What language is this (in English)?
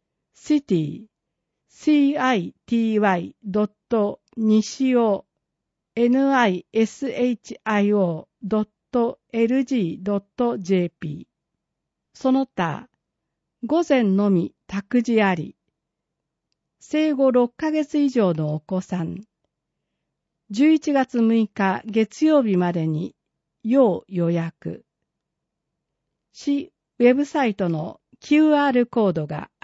Japanese